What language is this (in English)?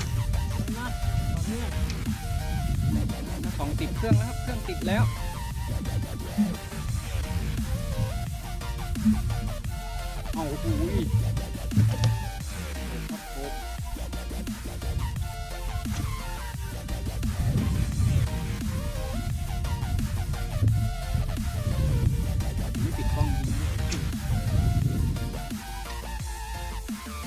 Thai